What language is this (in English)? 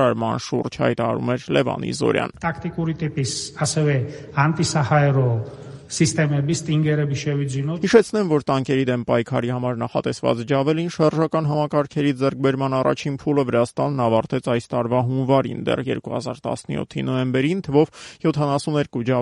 Armenian